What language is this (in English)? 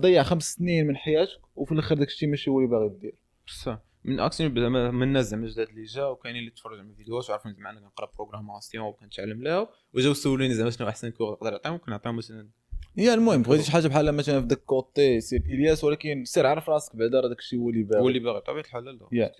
Moroccan Arabic